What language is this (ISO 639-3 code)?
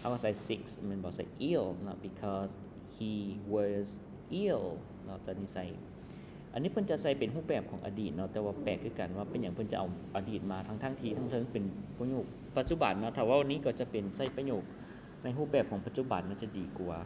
lao